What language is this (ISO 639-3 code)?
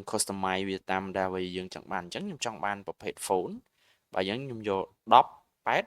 khm